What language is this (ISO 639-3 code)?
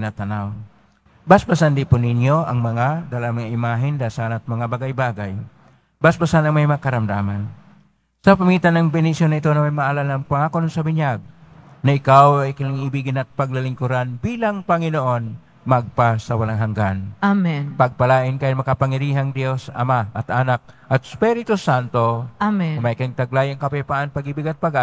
fil